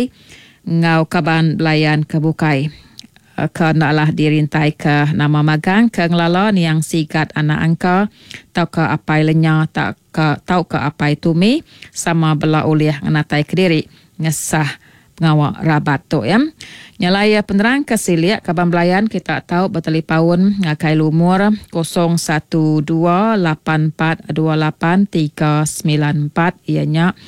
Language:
Iban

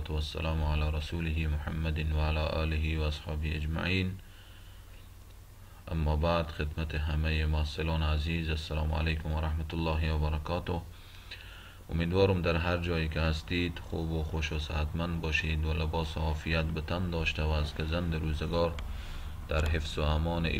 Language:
Persian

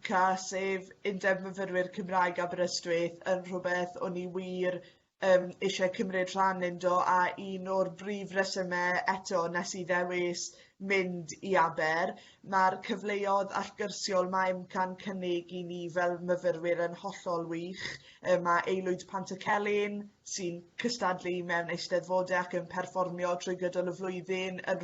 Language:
Welsh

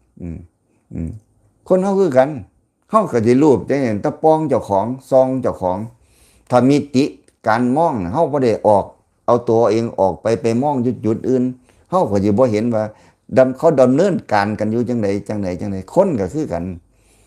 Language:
Lao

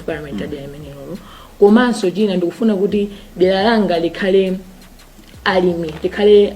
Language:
Nyanja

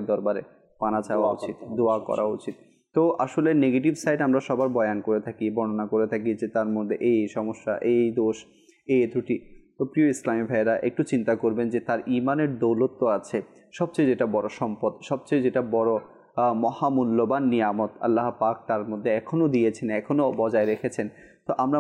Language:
Bangla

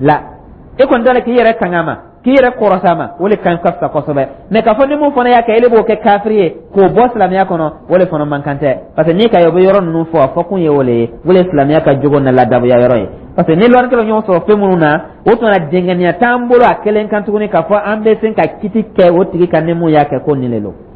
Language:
Dyula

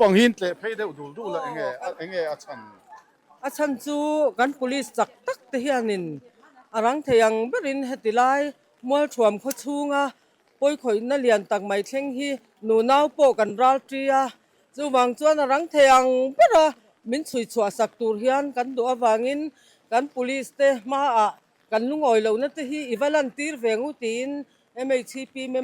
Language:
Mizo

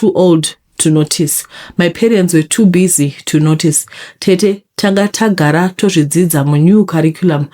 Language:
Shona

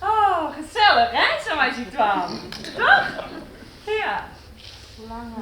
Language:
Western Frisian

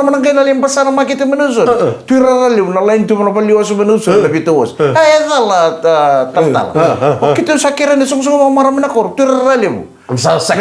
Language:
Fijian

